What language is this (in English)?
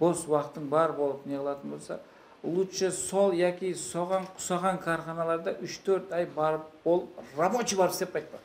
Kara-Kalpak